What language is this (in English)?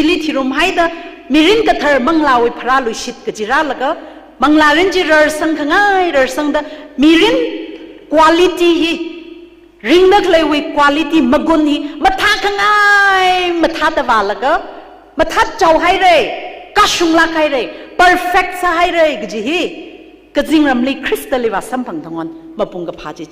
Tangkhul Naga (India)